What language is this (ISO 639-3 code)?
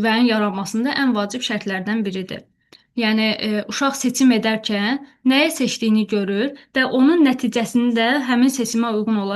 aze